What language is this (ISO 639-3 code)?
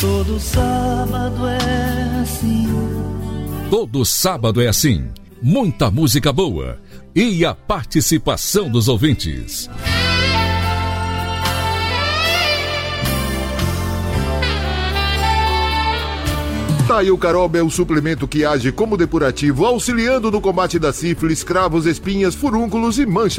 por